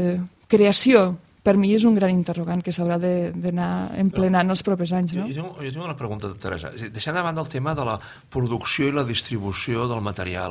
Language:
Catalan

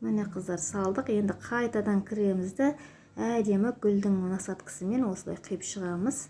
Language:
Kazakh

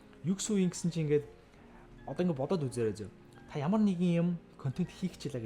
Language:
Mongolian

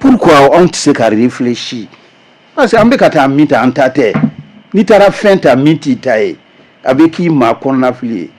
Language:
Bambara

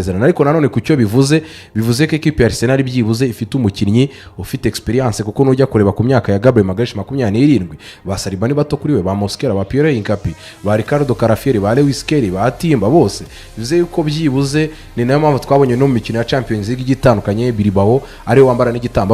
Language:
Kinyarwanda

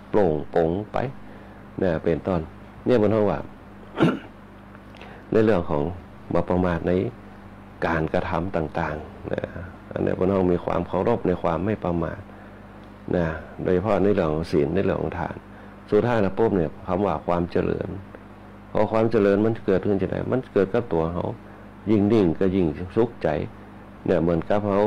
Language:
Thai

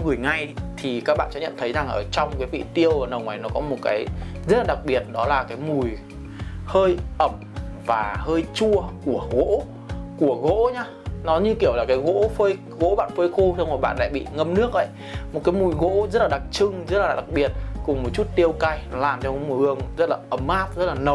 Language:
Vietnamese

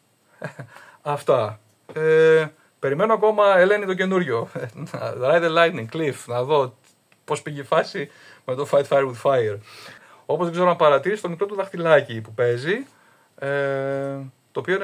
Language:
Greek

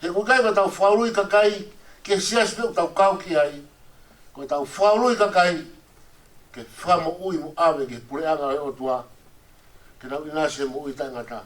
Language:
Tongan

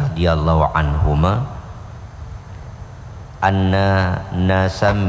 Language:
Indonesian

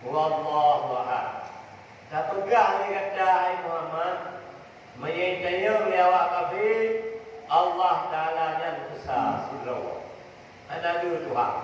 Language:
Achinese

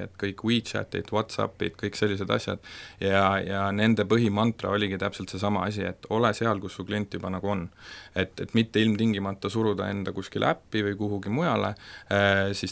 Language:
Estonian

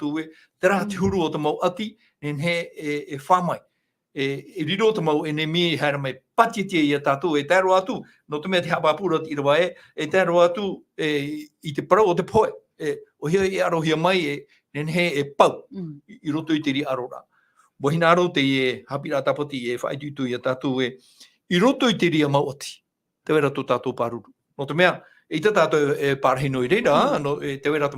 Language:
Tahitian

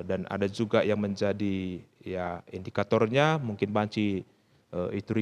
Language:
Batak Karo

